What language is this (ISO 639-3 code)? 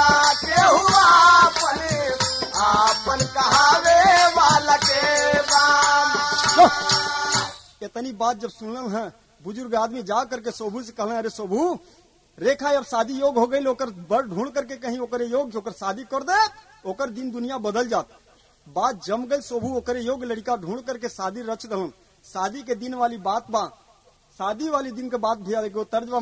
bho